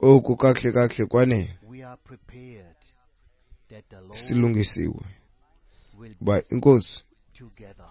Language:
Xhosa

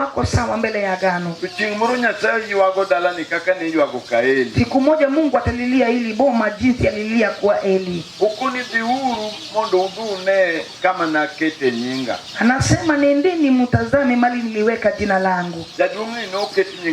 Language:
Luo (Kenya and Tanzania)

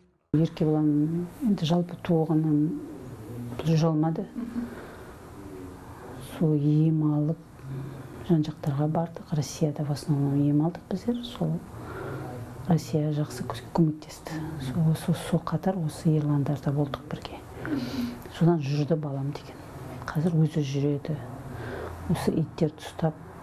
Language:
Kazakh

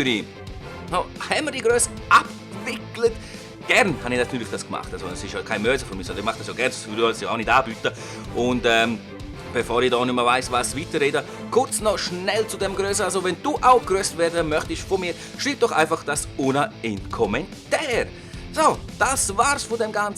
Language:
Swiss German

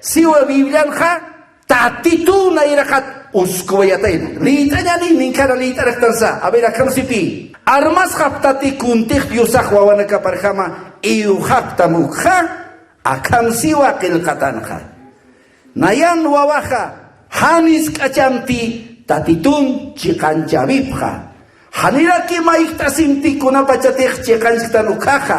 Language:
Aymara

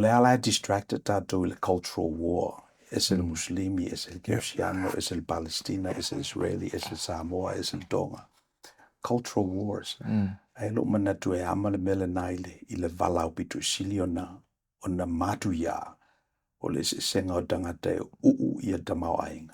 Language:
Samoan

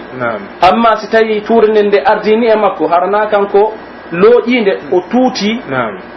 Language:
Pular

